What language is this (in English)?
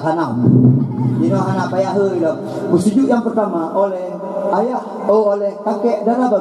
Achinese